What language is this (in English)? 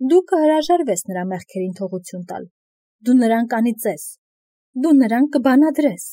Armenian